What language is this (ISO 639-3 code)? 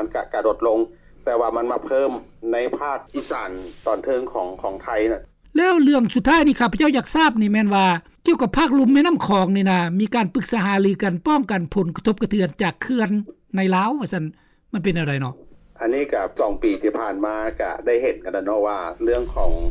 lao